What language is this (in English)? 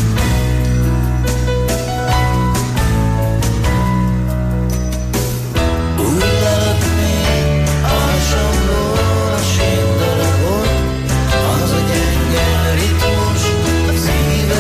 Hungarian